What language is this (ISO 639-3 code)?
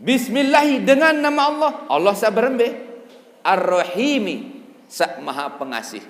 sas